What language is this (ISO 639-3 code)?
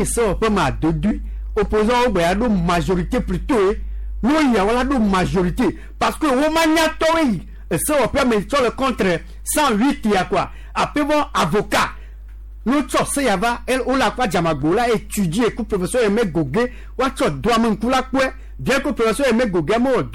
gej